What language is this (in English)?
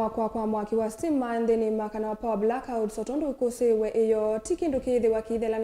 Kamba